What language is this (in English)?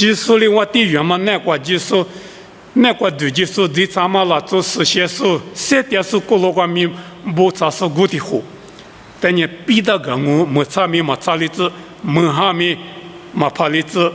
Lisu